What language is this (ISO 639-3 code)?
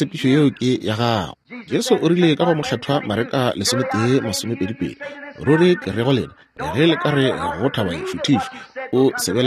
nso